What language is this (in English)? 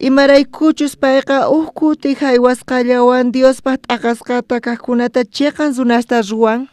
South Bolivian Quechua